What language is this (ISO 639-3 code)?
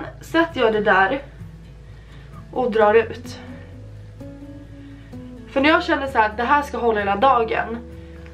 swe